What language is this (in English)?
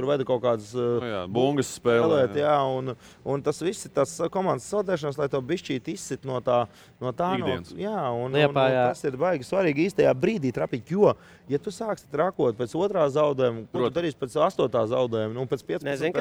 Latvian